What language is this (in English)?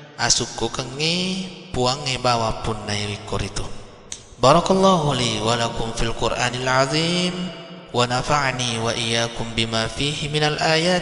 Buginese